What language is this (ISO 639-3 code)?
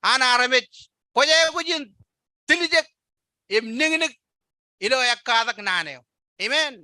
mah